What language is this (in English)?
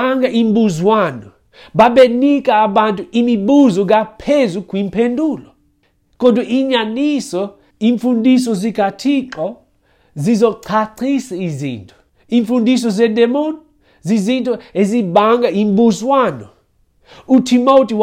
Xhosa